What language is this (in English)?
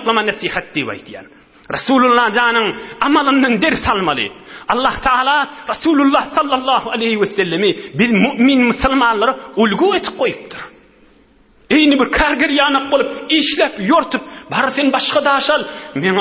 Turkmen